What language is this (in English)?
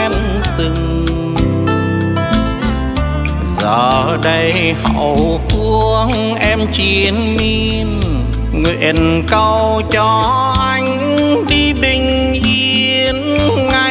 Vietnamese